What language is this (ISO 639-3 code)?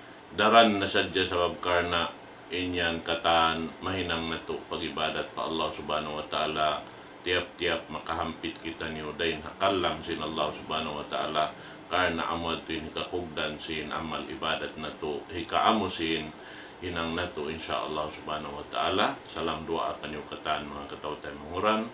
tsg